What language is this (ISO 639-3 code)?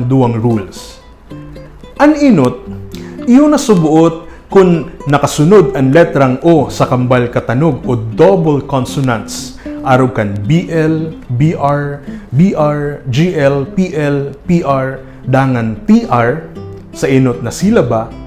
bik